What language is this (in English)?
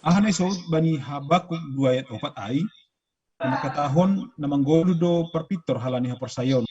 Batak Simalungun